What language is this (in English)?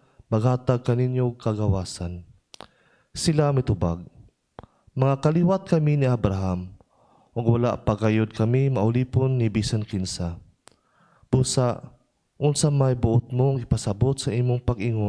Cebuano